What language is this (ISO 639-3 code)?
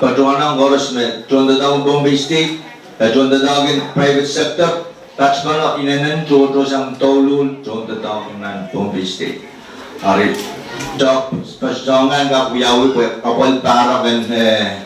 pon